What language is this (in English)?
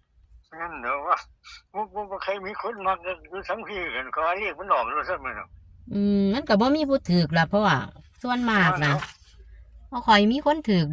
Northeastern Thai